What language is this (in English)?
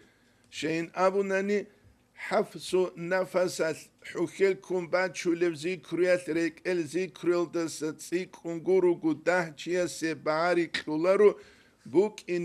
Avaric